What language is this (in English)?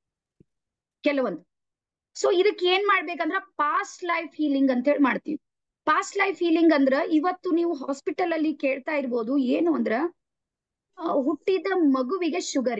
Kannada